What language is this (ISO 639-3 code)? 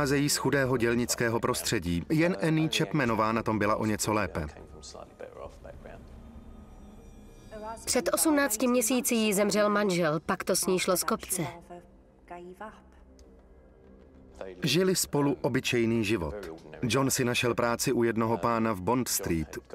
ces